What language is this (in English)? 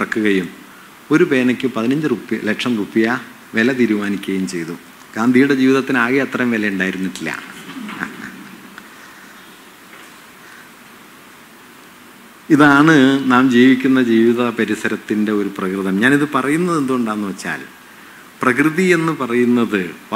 Malayalam